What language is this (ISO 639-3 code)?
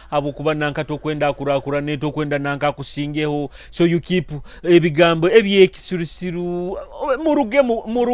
nyo